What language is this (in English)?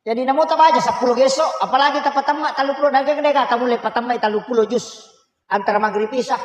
Buginese